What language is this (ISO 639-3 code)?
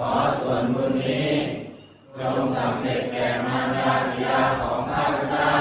pli